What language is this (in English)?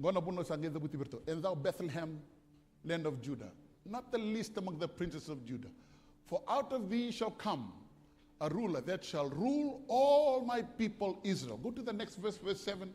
Fijian